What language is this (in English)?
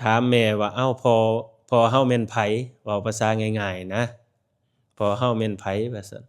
Lao